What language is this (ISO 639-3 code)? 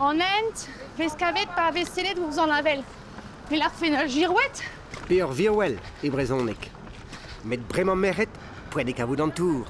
bre